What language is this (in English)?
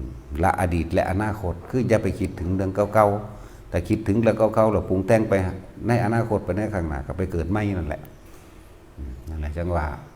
Northeastern Thai